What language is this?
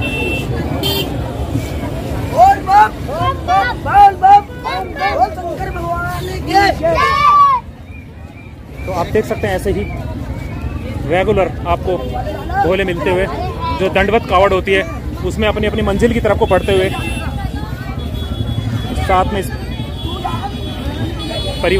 Hindi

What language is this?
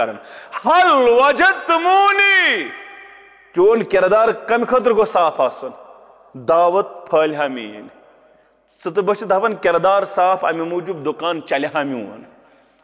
Kashmiri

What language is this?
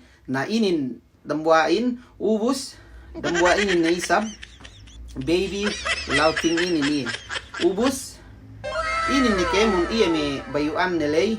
Yakan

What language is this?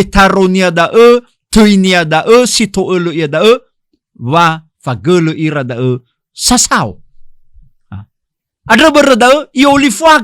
Nias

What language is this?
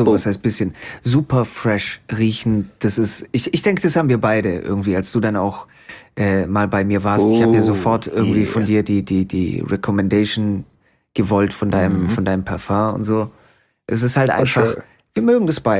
German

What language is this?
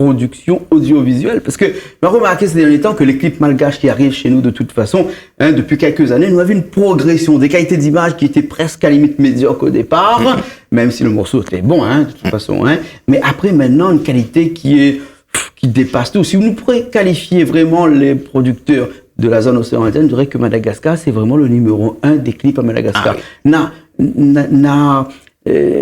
Réunion Creole French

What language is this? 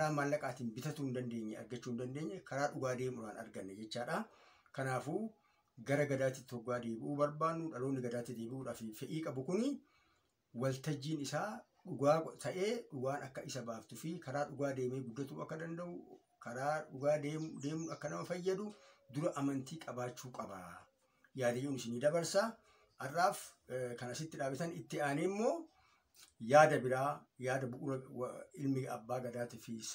Oromo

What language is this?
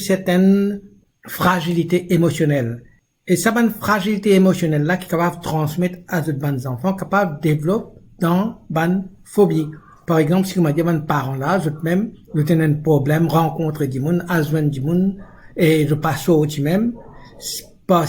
Morisyen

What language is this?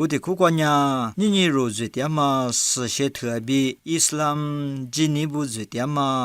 Lisu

